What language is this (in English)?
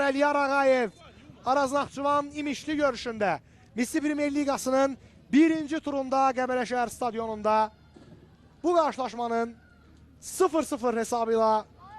Azerbaijani